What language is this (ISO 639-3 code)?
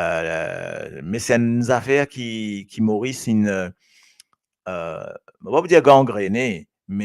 mfe